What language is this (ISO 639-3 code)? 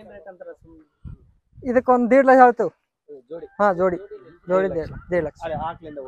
kan